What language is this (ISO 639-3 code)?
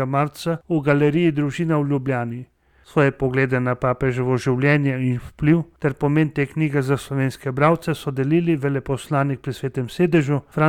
slv